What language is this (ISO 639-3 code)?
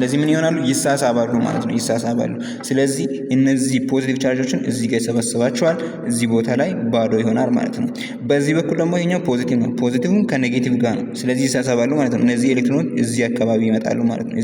amh